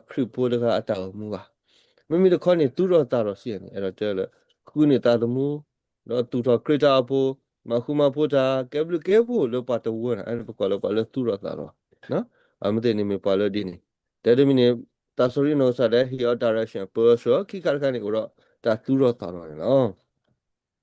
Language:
S'gaw Karen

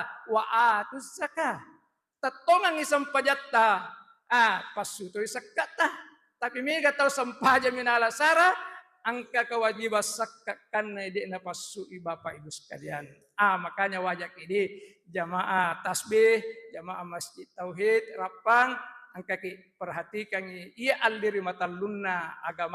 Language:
Buginese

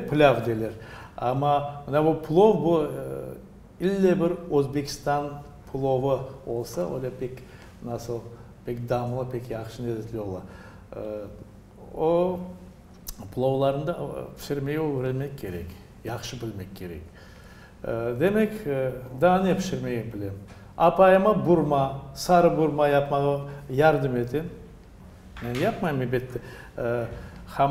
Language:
Crimean Tatar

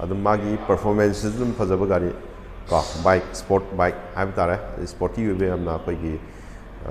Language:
Manipuri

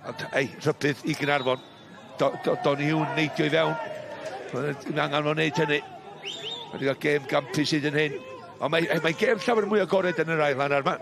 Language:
Welsh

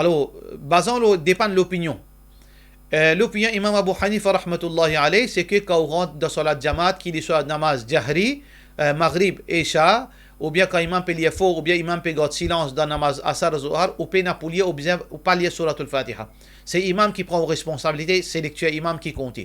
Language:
Morisyen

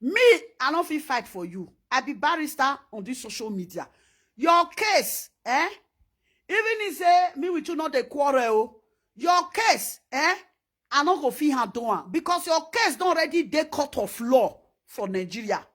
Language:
Nigerian Pidgin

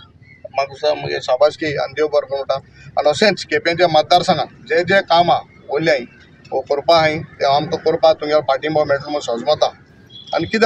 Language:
Konkani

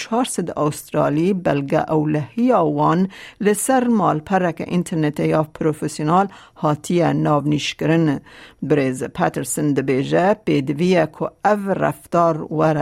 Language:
Kurdish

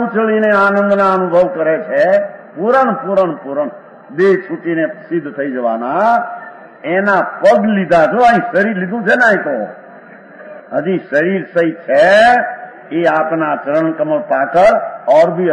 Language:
Gujarati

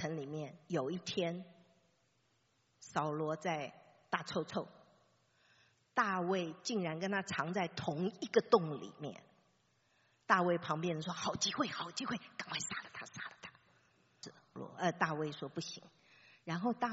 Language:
Chinese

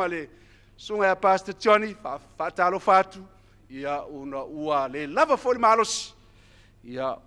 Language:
Samoan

